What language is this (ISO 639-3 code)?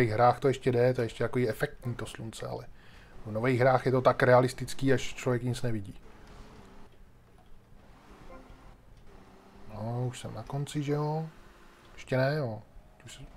ces